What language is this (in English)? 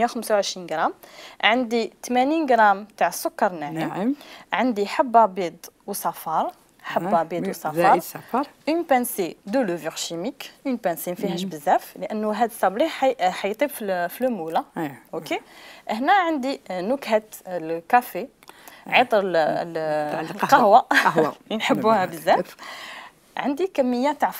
Algerian Arabic